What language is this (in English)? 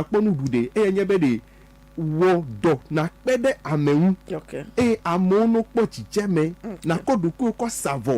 Ewe